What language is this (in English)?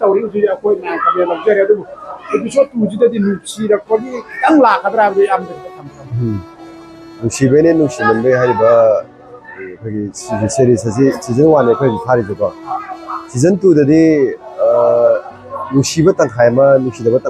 Manipuri